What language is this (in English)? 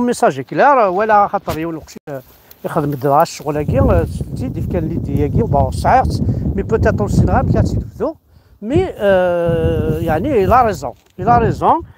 Kabyle